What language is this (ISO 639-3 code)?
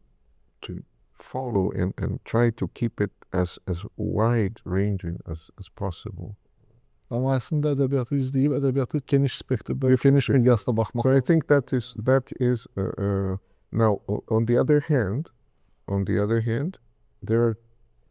aze